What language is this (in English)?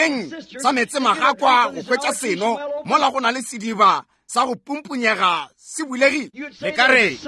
Northern Sotho